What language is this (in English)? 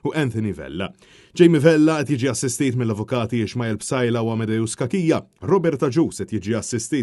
Maltese